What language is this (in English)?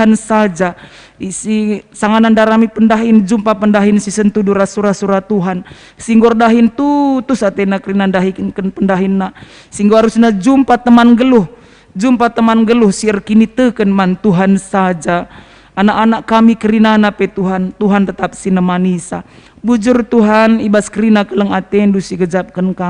Batak Karo